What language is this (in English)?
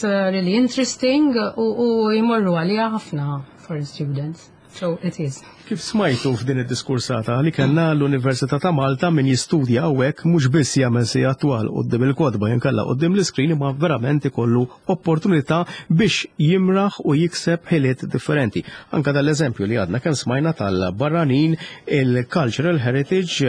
Maltese